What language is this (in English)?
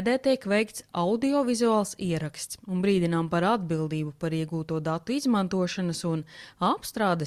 Latvian